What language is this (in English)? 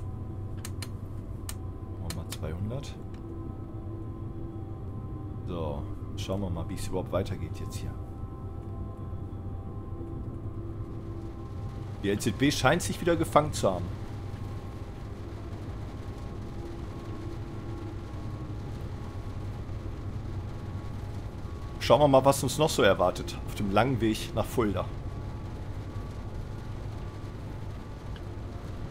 German